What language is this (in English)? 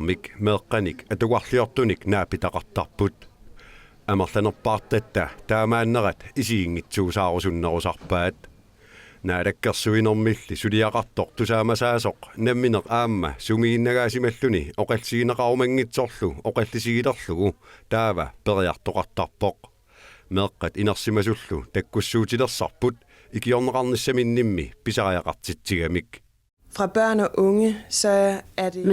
Kalaallisut